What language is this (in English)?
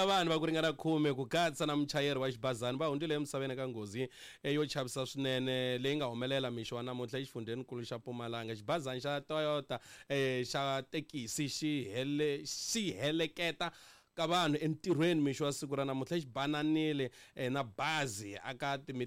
Tsonga